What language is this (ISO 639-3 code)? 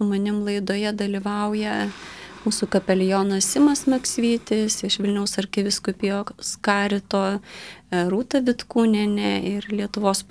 lit